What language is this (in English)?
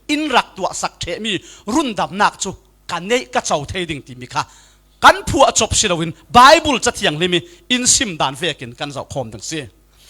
Falam Chin